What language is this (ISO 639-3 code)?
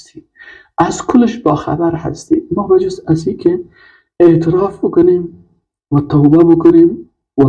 fas